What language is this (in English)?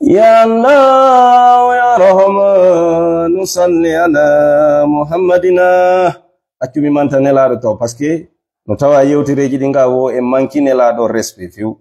Fula